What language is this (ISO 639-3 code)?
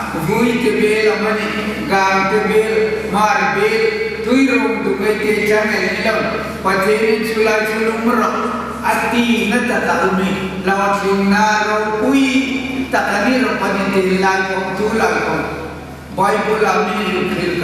hmr